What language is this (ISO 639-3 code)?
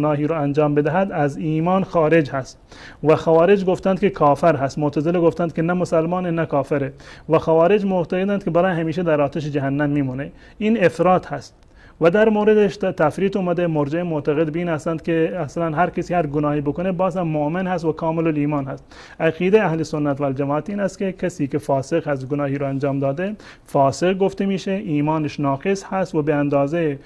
fas